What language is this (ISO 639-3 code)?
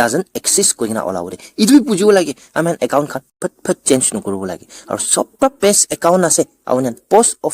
nag